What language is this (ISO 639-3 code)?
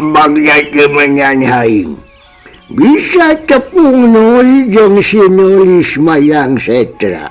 sun